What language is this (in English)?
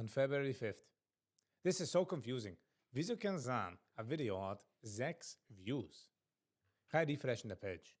Yiddish